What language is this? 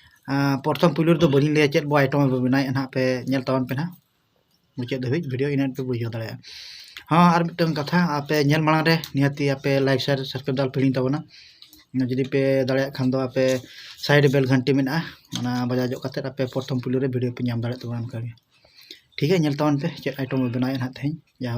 Santali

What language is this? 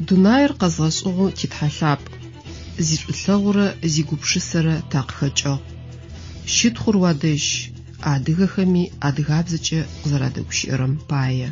Adyghe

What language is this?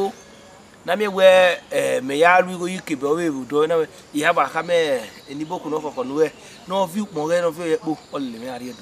Bini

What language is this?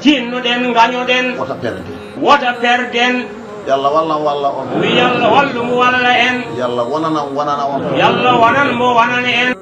Fula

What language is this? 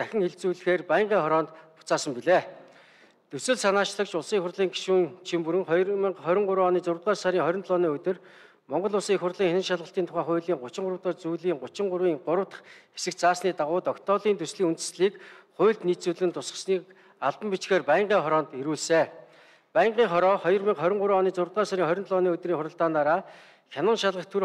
Mongolian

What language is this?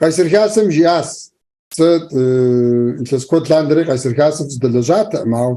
Kabardian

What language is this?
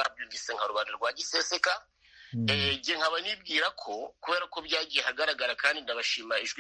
Kinyarwanda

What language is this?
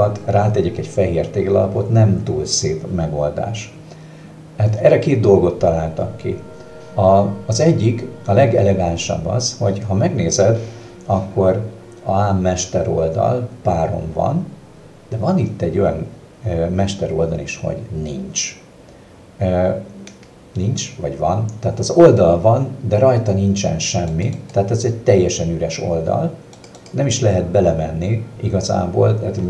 Hungarian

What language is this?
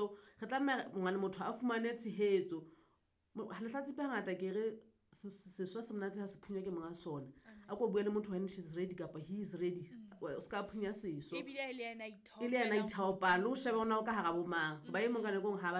Southern Sotho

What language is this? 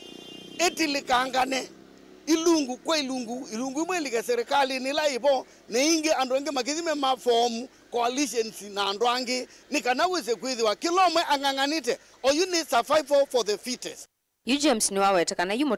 Kamba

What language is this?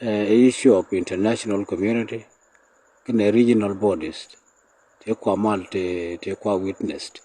Nuer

